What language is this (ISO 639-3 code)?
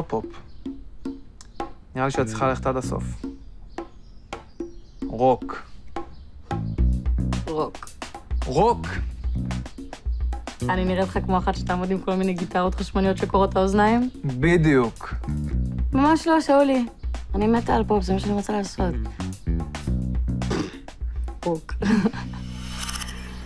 heb